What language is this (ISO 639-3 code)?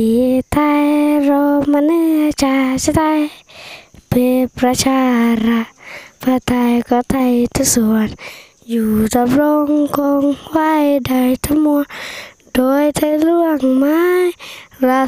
tha